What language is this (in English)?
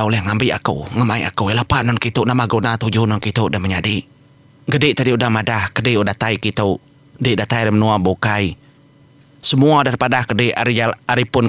Iban